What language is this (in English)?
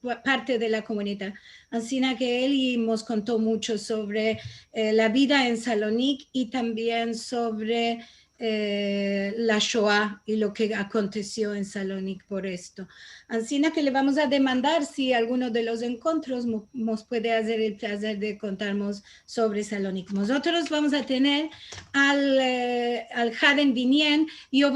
Ladino